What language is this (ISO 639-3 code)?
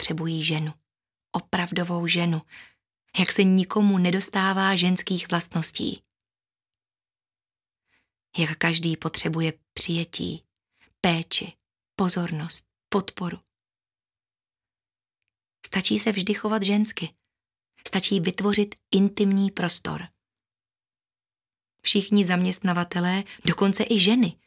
ces